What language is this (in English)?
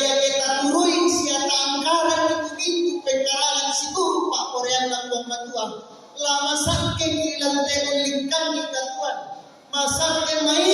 Toraja-Sa'dan